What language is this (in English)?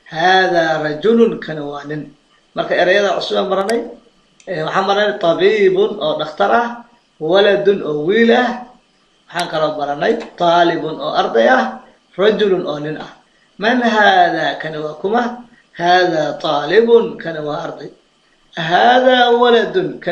Somali